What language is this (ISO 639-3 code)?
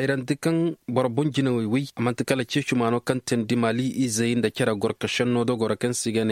ses